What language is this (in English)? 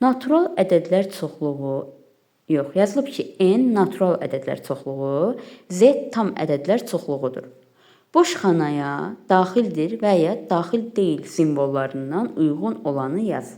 Azerbaijani